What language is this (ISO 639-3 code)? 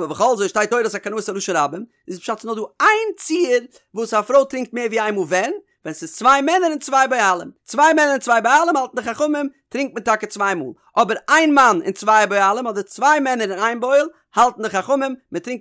yid